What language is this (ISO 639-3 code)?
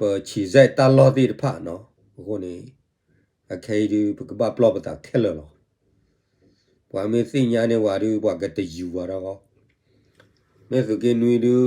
ksw